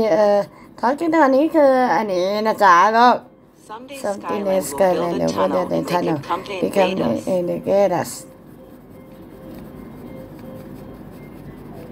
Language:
Thai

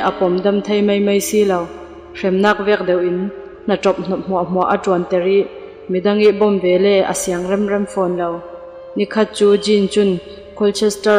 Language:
Falam Chin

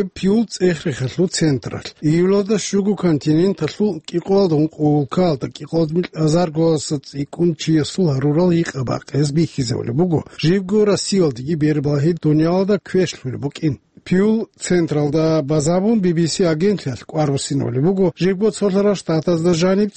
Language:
Avaric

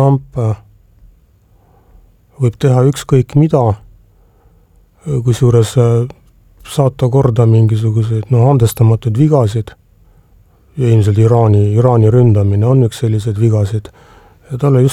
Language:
Estonian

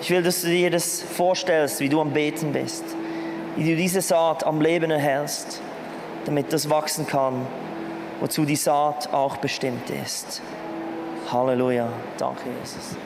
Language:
Swiss German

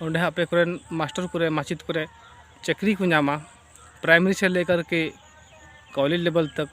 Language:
Santali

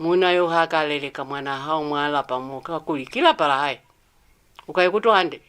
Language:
Lozi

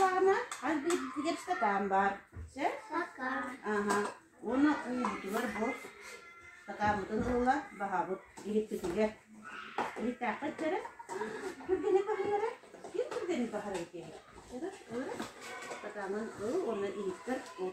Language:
Yakut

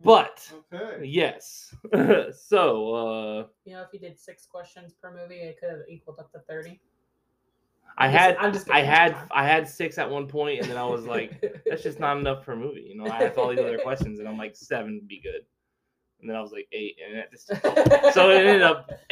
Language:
English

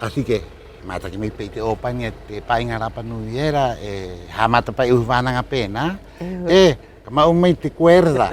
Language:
Rapanui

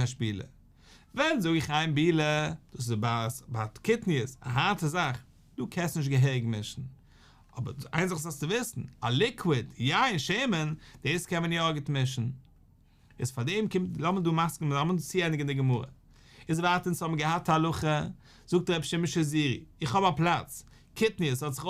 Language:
Yiddish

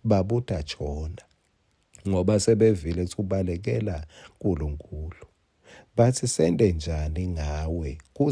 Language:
Swati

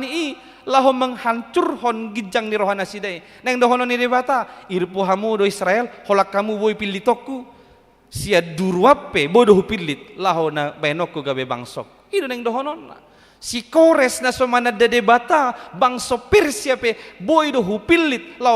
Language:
Batak Toba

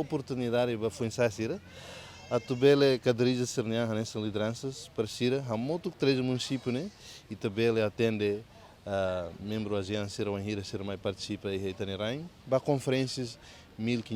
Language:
Tetum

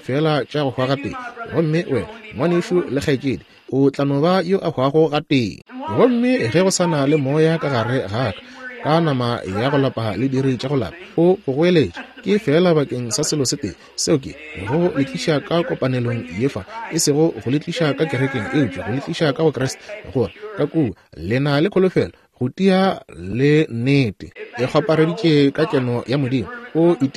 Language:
Northern Sotho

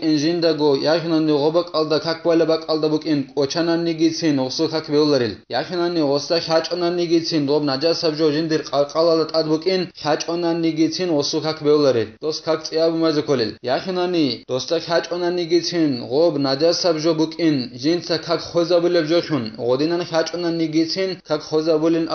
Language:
Avaric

